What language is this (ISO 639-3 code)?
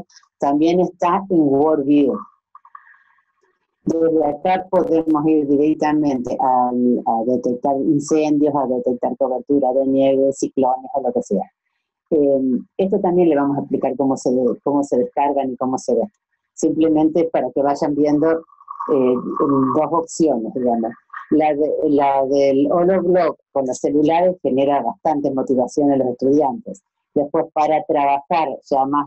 spa